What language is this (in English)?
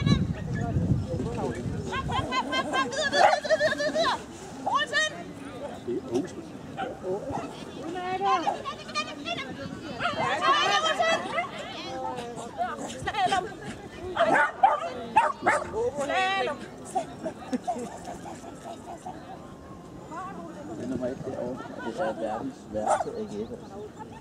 Danish